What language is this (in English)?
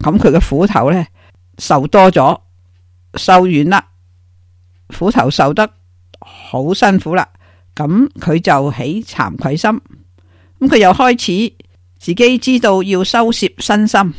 Cantonese